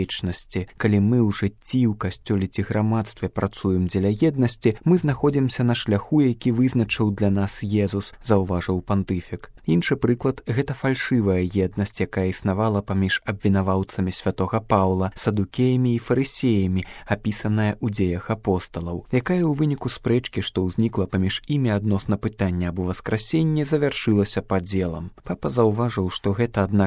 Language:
Belarusian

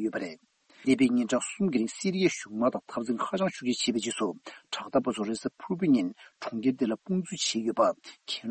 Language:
Tibetan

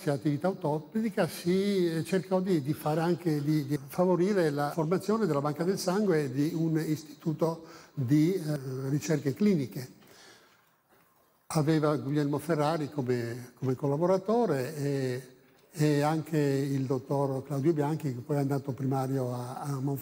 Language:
Italian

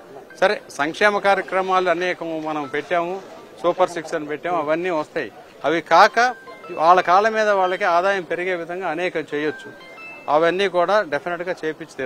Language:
Telugu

